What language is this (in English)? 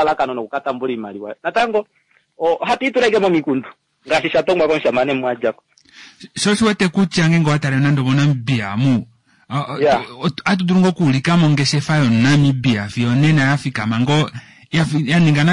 Kuanyama